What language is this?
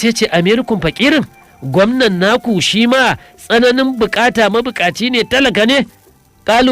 Hausa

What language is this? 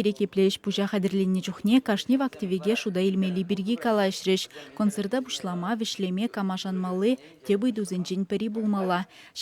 Chuvash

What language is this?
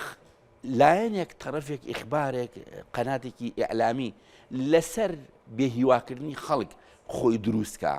Central Kurdish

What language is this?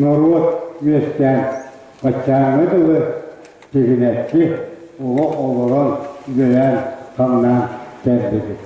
Yakut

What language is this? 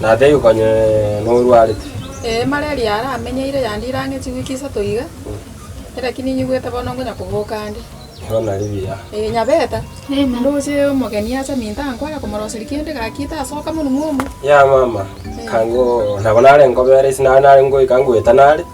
Gusii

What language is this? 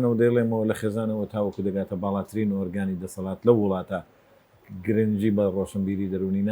Central Kurdish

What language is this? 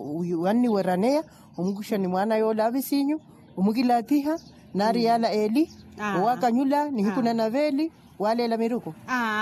Makhuwa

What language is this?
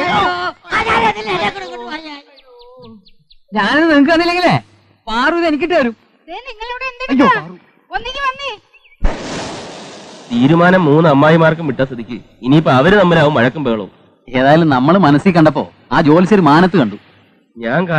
Malayalam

